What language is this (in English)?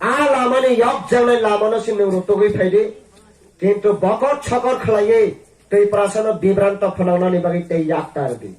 Kok Borok